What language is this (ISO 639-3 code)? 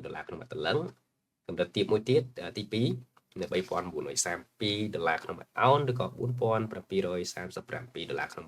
khm